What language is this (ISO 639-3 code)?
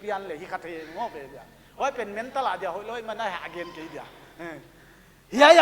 pck